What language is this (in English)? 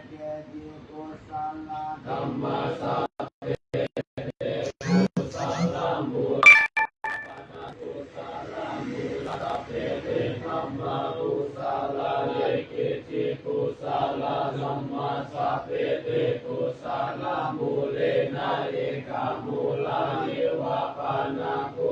Pali